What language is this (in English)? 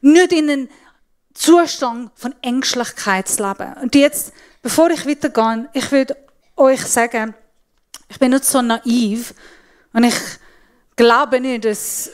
Swiss German